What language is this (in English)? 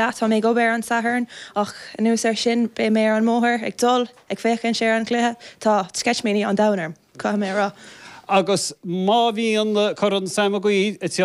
Irish